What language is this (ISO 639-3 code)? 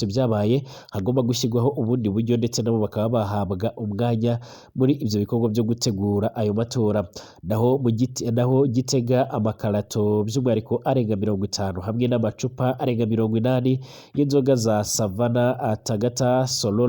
run